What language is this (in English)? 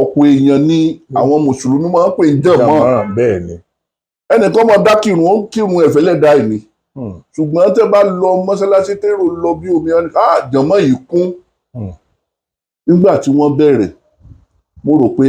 Yoruba